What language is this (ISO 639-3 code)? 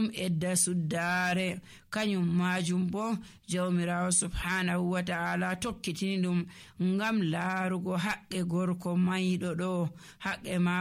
fuv